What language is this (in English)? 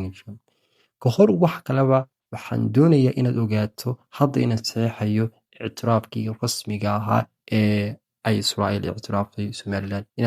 Somali